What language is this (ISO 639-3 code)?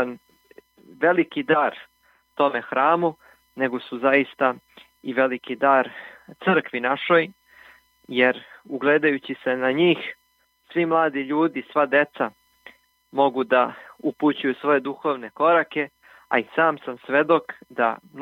srp